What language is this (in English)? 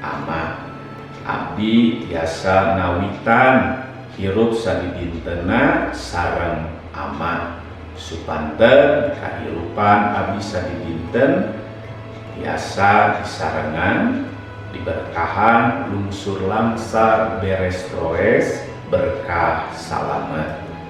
Sundanese